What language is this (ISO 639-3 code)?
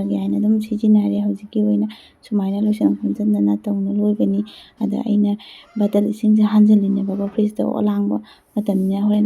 mni